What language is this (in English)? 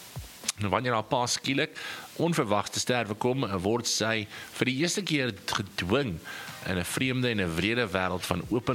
Afrikaans